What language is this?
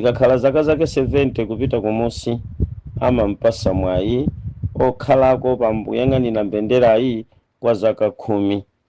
Nyanja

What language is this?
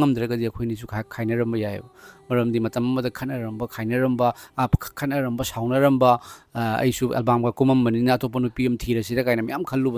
Manipuri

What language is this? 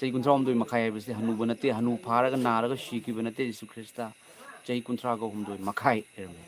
Manipuri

